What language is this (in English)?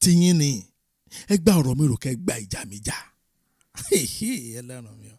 Yoruba